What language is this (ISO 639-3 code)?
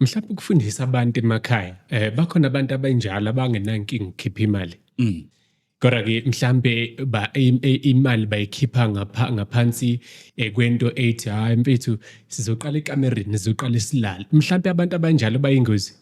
zul